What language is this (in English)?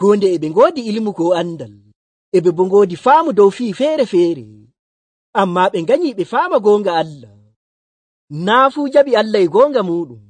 Nigerian Fulfulde